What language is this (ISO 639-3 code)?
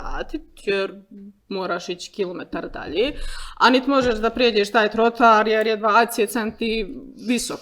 bos